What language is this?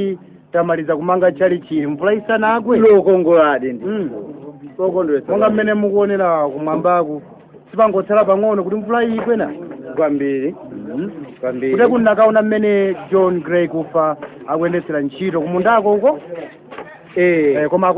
Nyanja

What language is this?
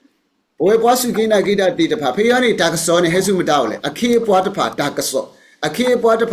S'gaw Karen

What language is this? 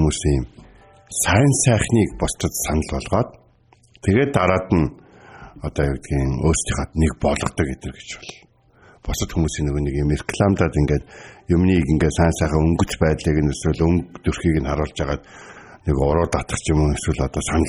Mongolian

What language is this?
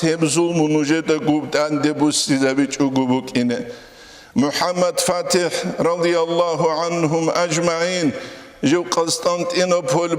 Avaric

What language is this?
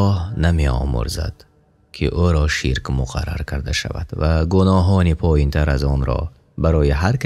Tajik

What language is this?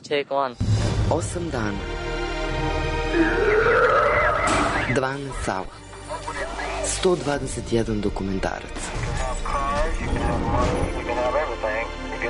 Serbian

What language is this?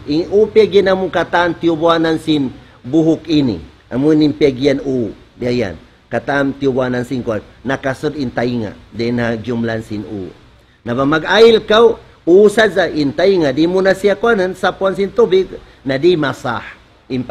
Tausug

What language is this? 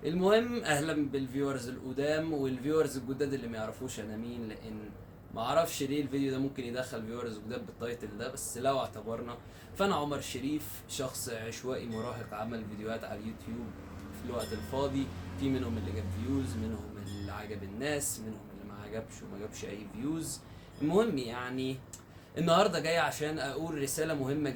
Egyptian Arabic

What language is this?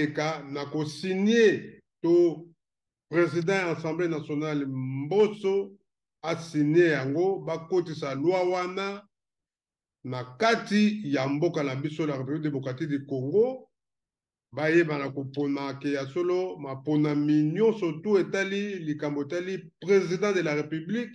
Lingala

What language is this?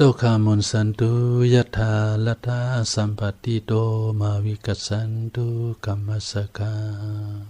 Shan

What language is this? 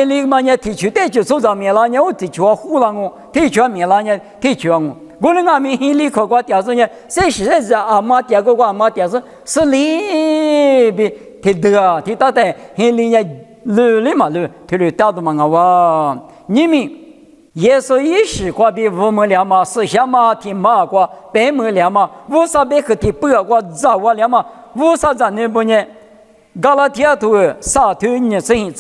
Lisu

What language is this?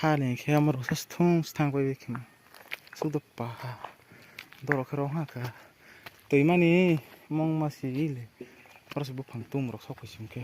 Kok Borok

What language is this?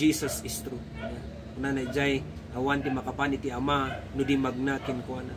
Iloko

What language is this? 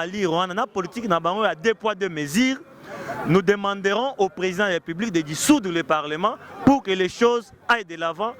Lingala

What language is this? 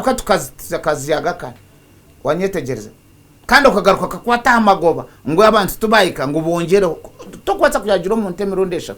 Nyankole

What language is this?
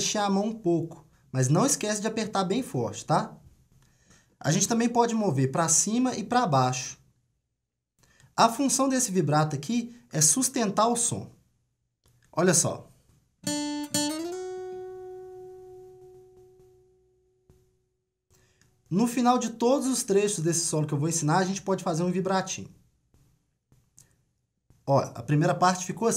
Portuguese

